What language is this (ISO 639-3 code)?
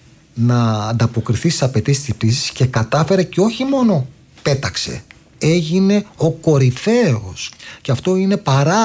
ell